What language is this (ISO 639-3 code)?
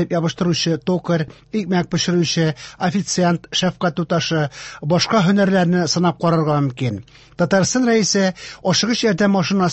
tat